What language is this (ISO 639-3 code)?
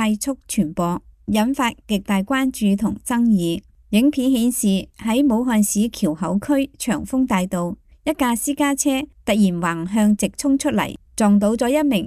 yue